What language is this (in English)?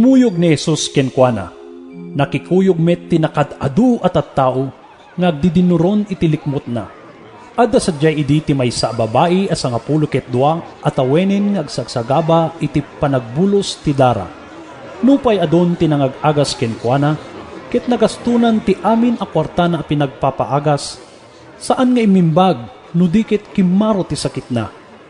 Iloko